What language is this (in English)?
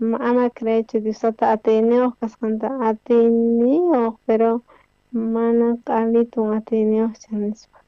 South Bolivian Quechua